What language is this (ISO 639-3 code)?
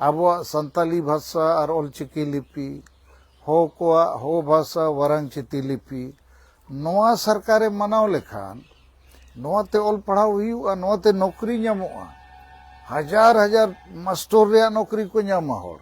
sat